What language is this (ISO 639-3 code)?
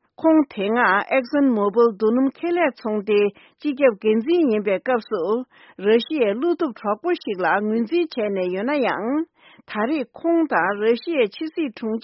bod